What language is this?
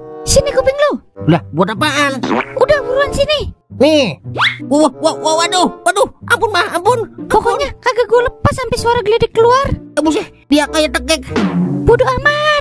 Betawi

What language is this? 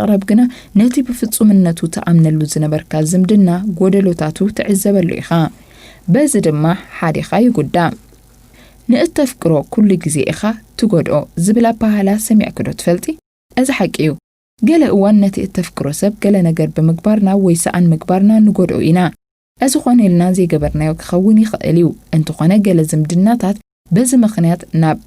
Tigrinya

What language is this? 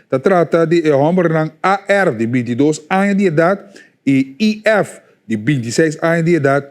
Papiamento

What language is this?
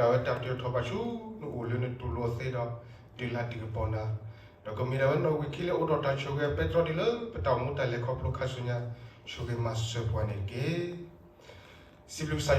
S'gaw Karen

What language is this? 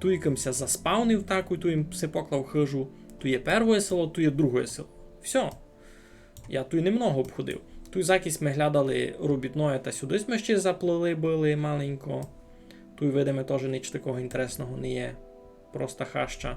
Rusyn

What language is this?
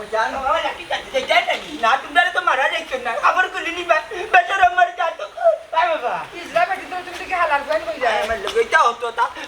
Sylheti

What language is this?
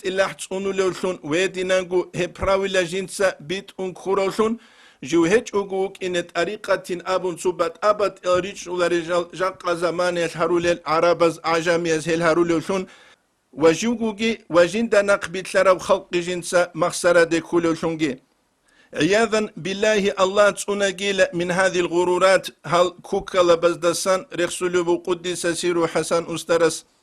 Avaric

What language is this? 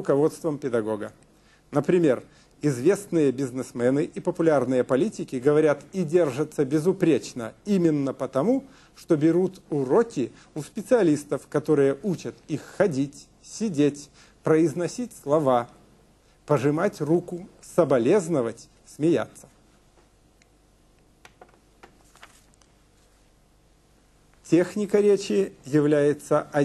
Russian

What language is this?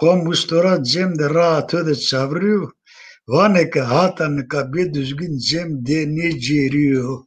Zaza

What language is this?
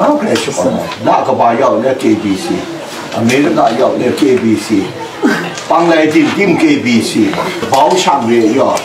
Kachin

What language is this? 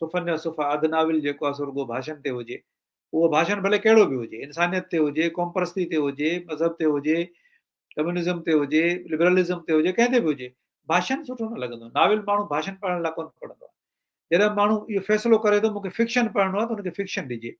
Sindhi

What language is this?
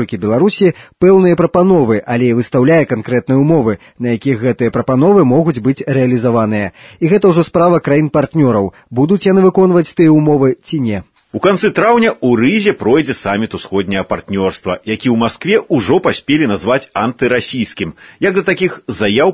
Belarusian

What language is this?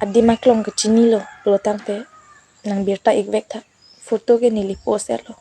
Karbi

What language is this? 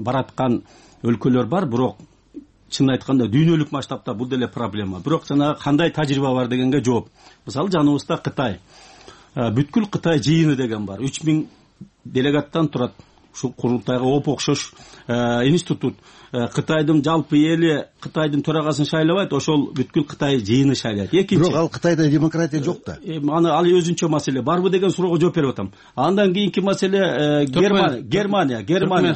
Kyrgyz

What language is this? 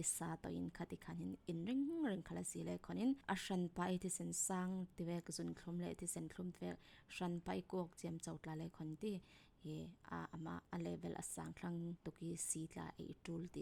Falam Chin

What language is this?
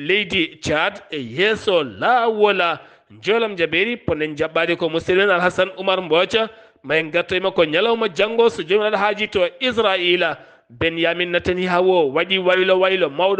Fula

